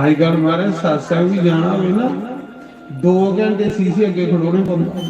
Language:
Dogri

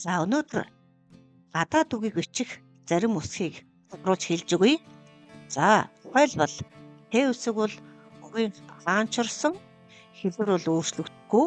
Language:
Mongolian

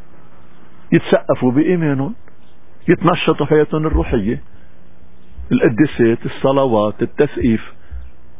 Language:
North Levantine Arabic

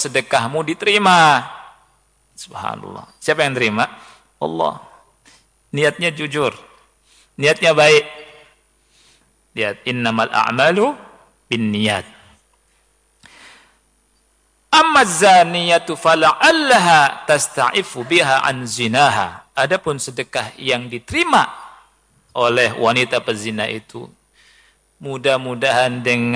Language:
Indonesian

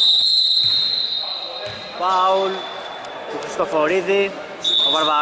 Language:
Greek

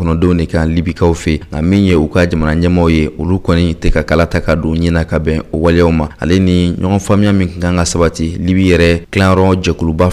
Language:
Bambara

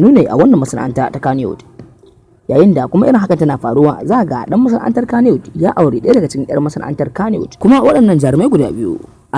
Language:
Hausa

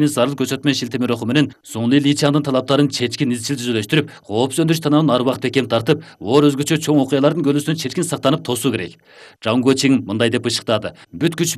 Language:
Kyrgyz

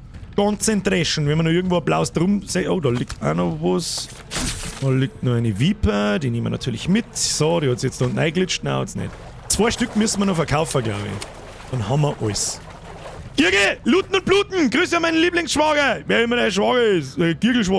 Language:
Bavarian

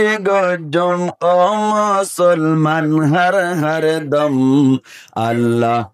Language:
Rohingya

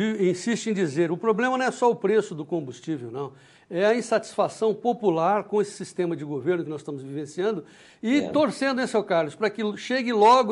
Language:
Portuguese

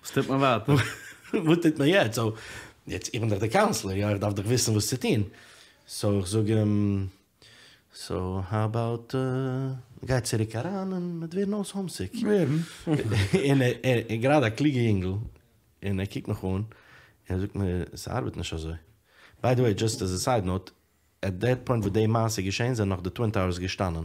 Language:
Yiddish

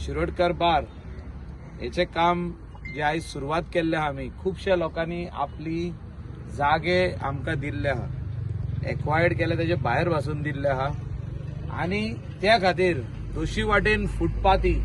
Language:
Konkani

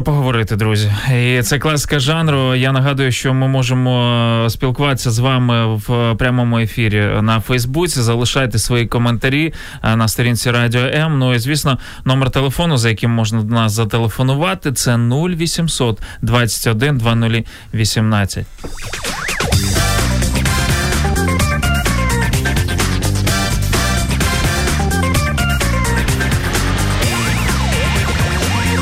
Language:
Ukrainian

